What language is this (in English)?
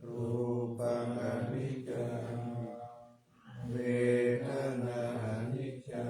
Pali